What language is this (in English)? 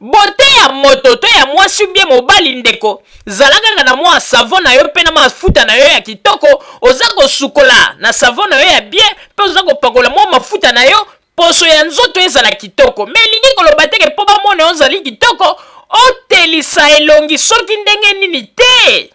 Lingala